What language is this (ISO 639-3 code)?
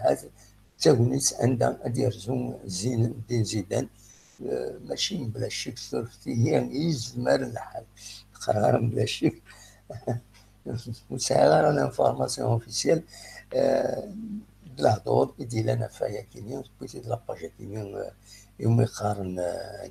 kab